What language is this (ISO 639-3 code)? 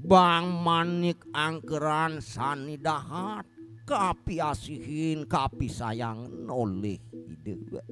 ban